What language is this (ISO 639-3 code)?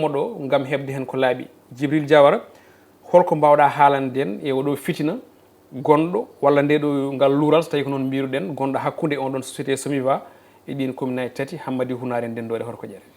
ful